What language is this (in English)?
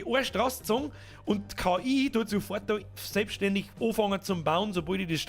Bavarian